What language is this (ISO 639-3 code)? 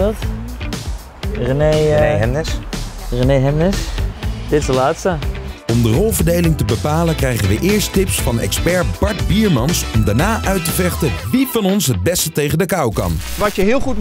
nld